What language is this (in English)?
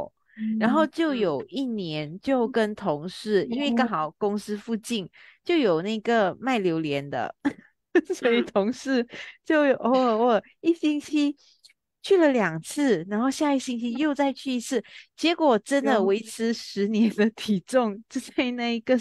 Chinese